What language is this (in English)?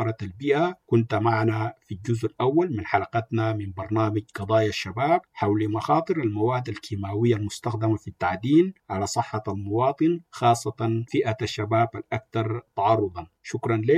Sudanese Arabic